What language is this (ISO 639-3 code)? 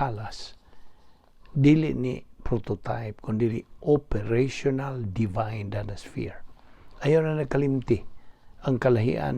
ceb